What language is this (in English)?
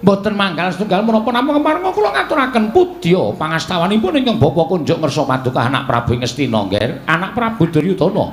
Javanese